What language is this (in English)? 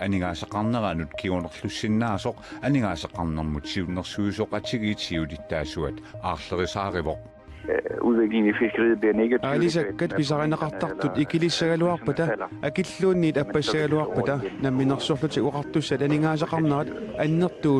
Kalaallisut